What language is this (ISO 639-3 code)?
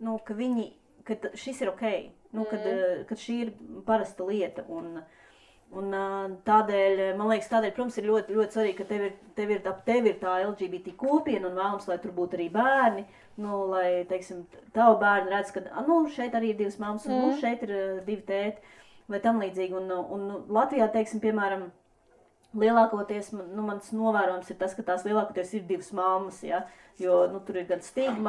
lav